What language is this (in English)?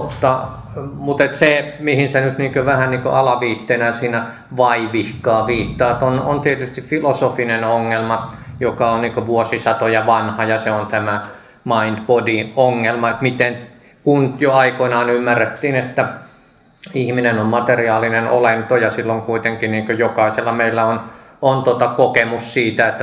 Finnish